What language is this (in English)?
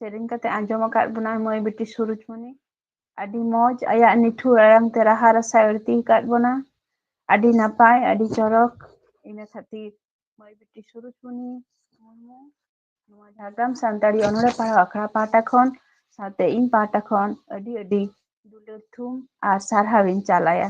Santali